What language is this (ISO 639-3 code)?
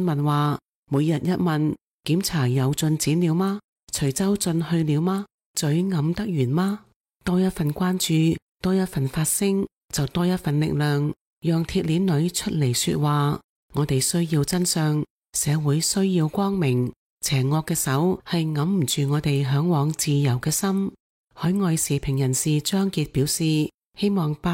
yue